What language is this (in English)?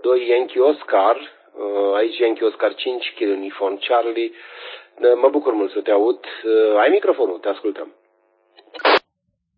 Romanian